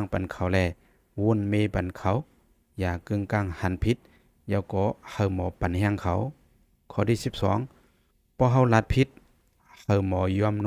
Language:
Shan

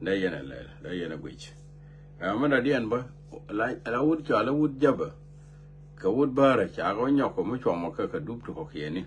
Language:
Nuer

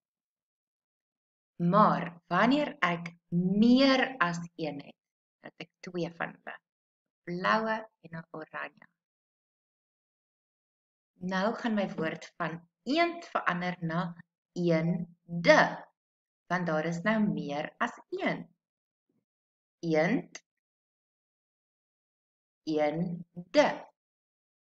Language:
Afrikaans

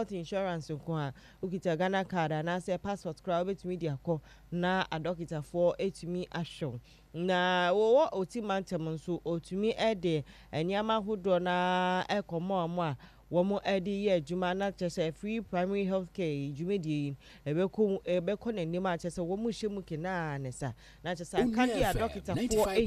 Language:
Akan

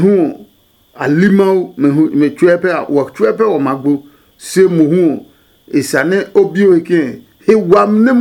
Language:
Adangme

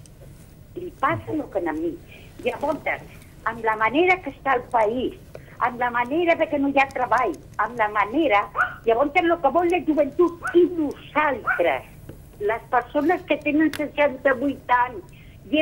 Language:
Catalan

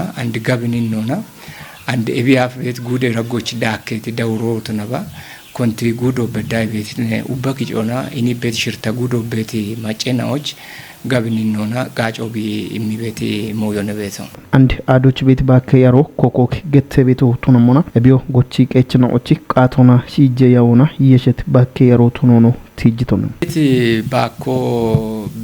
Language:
Kafa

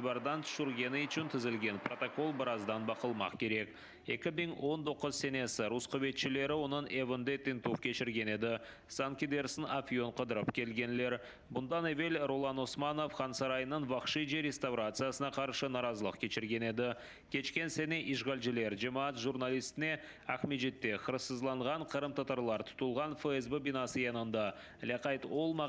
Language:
Crimean Tatar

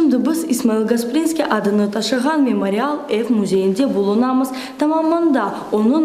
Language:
Crimean Tatar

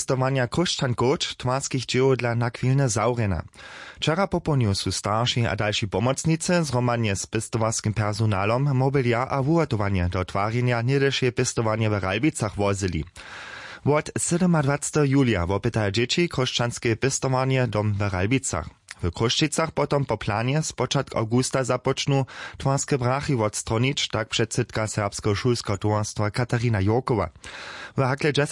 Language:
Upper Sorbian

